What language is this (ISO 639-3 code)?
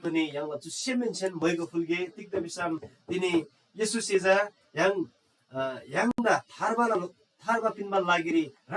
taj